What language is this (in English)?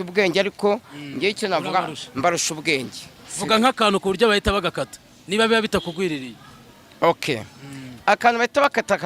Kinyarwanda